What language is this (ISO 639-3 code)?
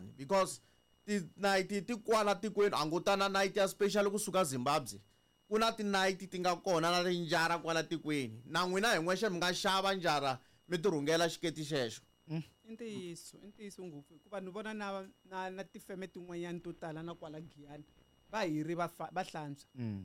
tso